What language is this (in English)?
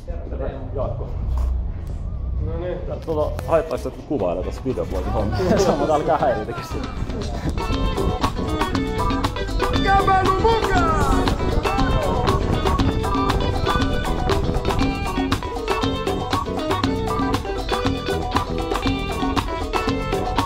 Finnish